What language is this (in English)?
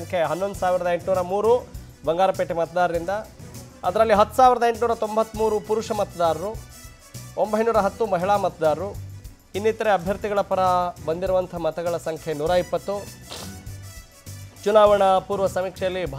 Kannada